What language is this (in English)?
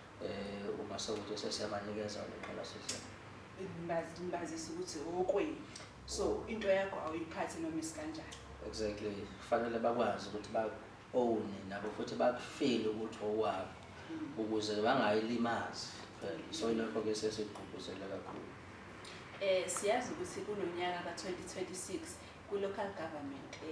Zulu